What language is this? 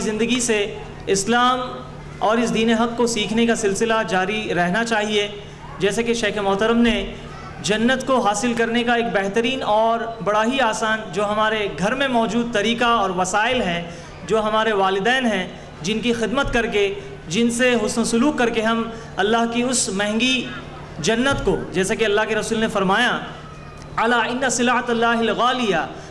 Urdu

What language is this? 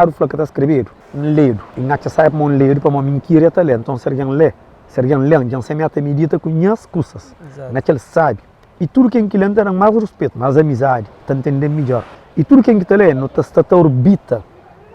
Kabuverdianu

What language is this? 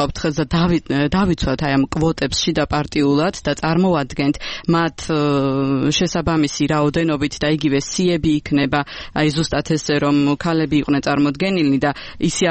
Georgian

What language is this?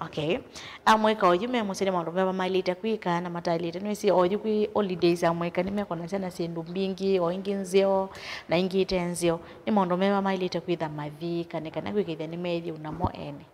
Kamba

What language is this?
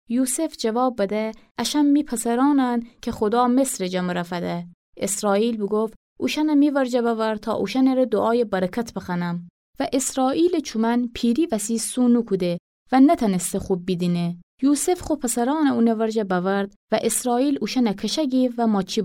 Gilaki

